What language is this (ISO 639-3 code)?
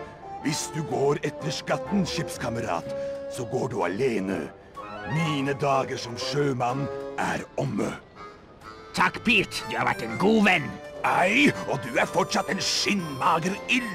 nor